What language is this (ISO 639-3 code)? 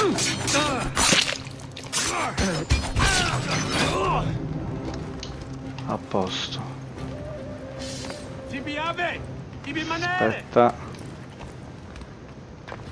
ita